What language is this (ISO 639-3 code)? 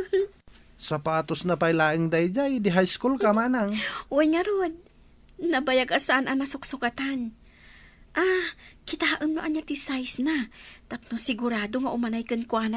ilo